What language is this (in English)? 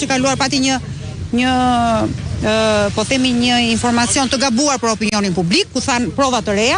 Albanian